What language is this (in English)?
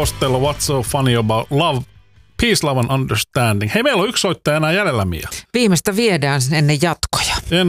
Finnish